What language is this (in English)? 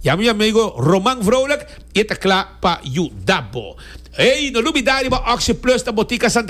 Papiamento